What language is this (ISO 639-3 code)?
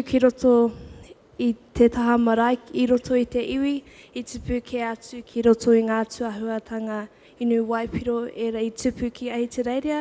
mri